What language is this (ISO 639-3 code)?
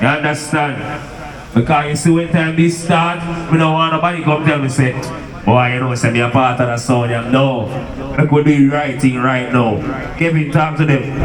jam